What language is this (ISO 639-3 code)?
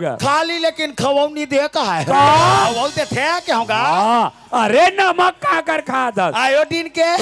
hne